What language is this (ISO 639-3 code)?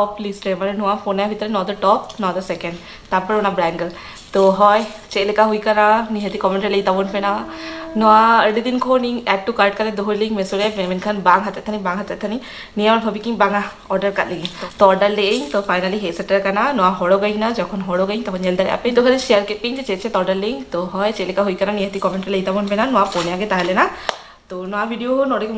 sat